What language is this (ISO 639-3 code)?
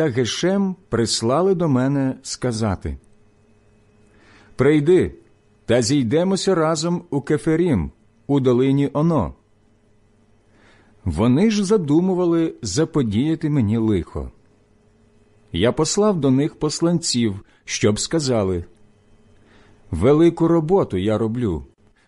ukr